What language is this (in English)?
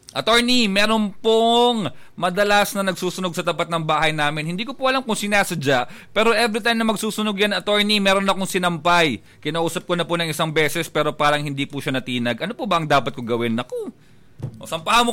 Filipino